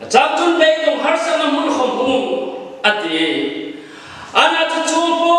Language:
Hmar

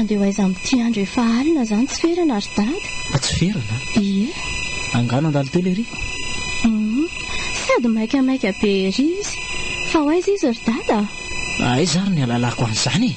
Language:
Malagasy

